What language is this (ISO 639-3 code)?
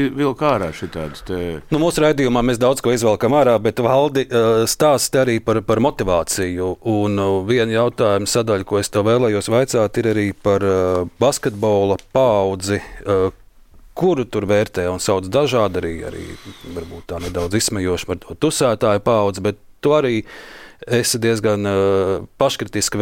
lav